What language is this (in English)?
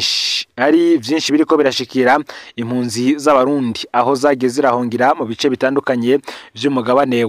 Rundi